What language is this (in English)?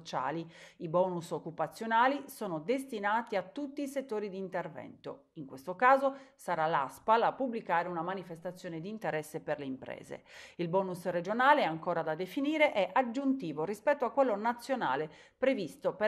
Italian